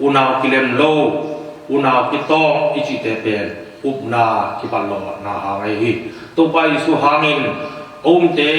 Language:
Tedim Chin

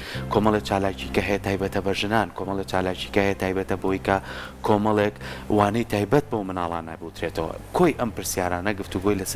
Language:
Central Kurdish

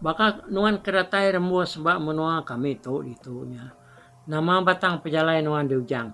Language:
Iban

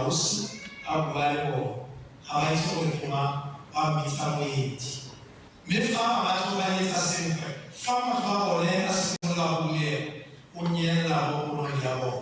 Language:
Tswana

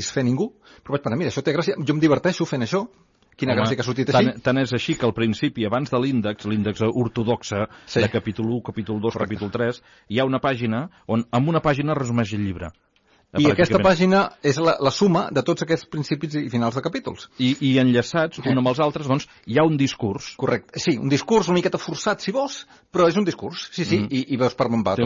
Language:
Catalan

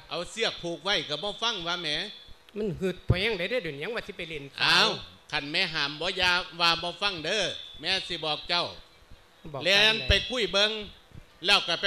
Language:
Lao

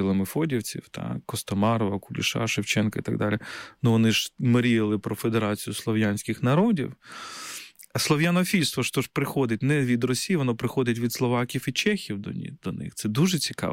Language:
Ukrainian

